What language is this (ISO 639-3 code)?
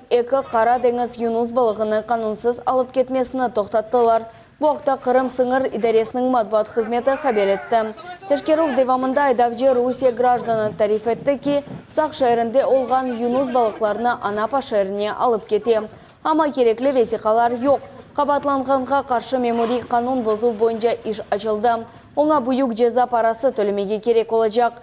crh